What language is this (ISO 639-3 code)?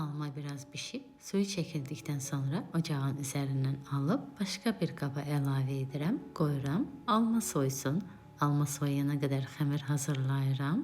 aze